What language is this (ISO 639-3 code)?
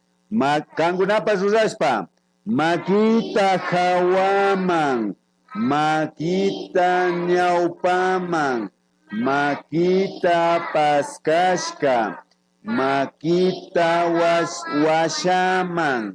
qvi